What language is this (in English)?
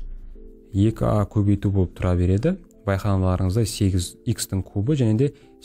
Kazakh